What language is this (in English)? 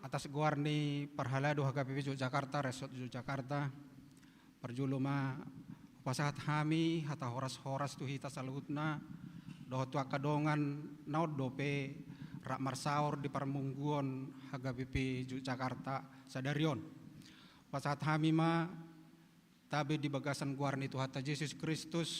Batak Toba